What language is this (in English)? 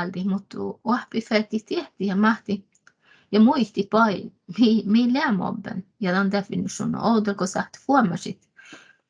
Northern Sami